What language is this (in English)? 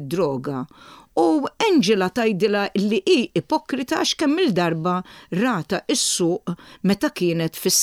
Maltese